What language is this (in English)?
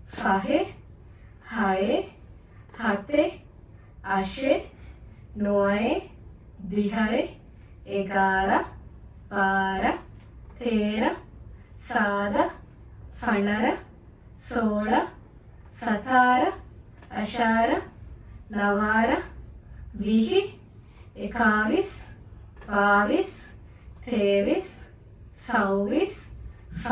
Divehi